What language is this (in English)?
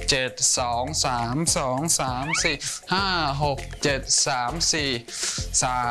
Thai